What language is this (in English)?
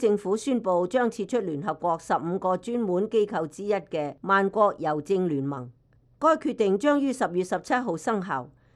Cantonese